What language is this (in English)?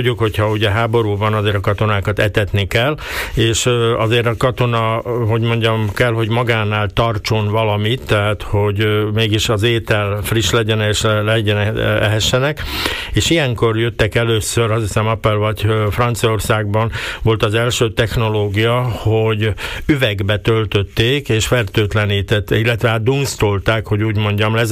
Hungarian